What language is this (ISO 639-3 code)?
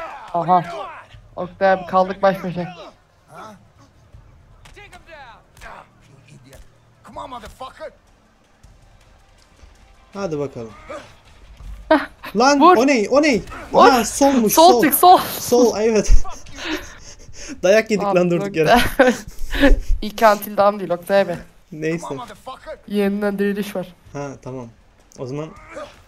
tur